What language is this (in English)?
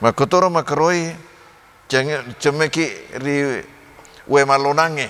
Buginese